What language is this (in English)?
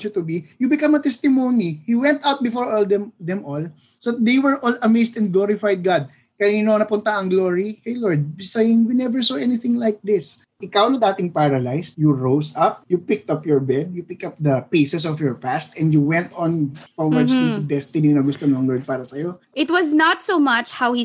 Filipino